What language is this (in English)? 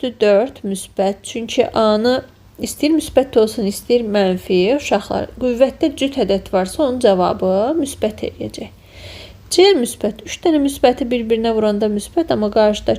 Azerbaijani